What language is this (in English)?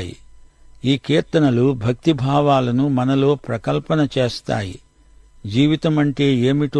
Telugu